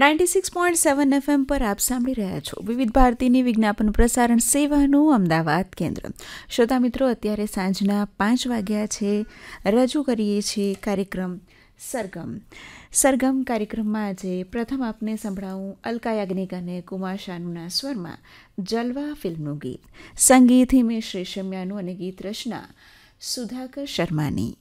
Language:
Gujarati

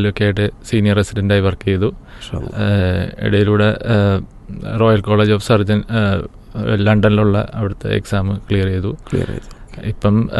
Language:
Malayalam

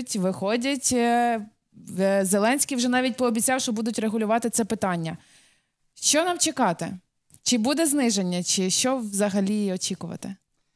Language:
Ukrainian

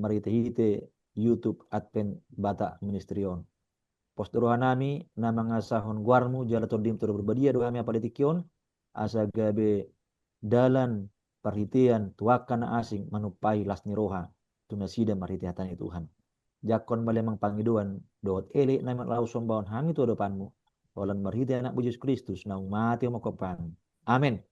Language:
Batak Toba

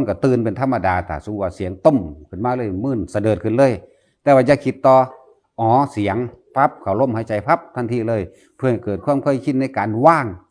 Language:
Northeastern Thai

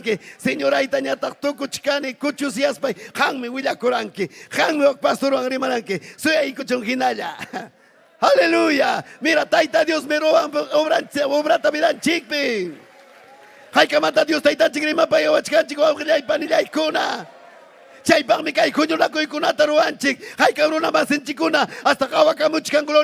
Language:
Ayacucho Quechua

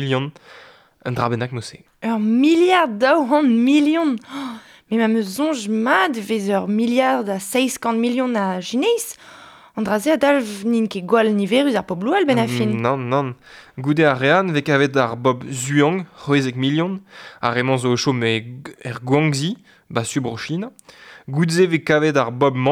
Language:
Breton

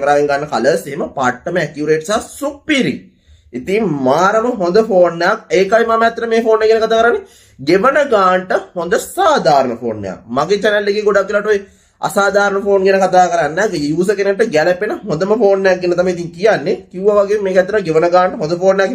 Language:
Sinhala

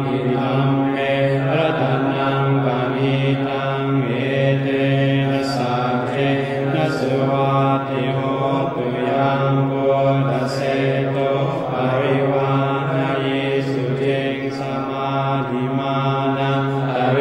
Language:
Pali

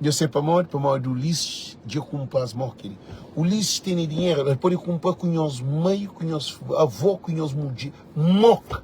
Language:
Kabuverdianu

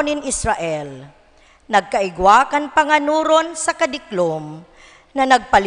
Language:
Bikol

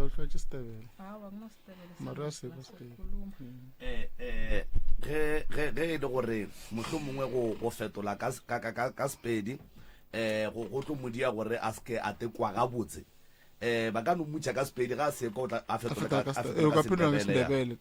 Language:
Northern Sotho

